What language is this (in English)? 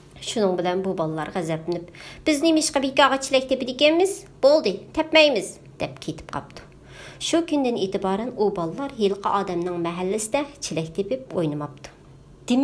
Uyghur